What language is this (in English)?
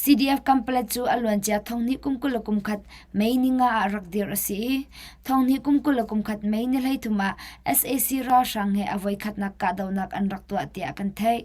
Hakha Chin